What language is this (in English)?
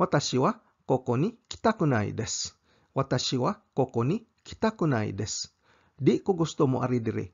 Cebuano